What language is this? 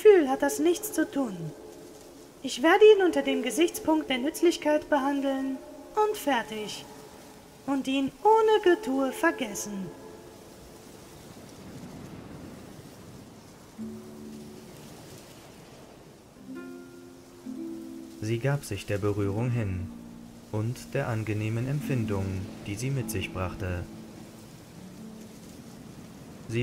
German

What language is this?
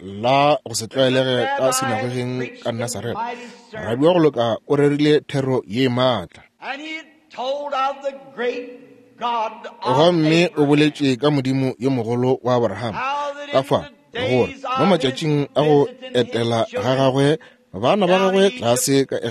Northern Sotho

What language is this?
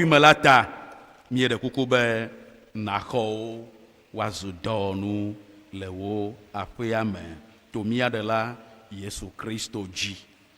Ewe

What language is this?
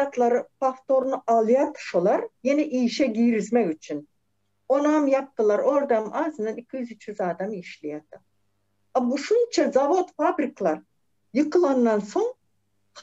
Turkmen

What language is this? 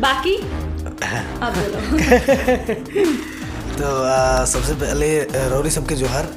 Sadri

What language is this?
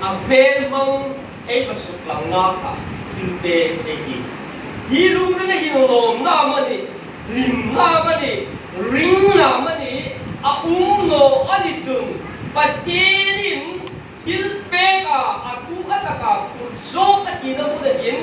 Hmar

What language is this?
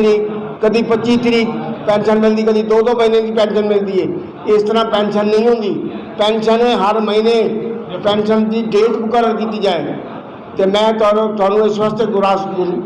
Saraiki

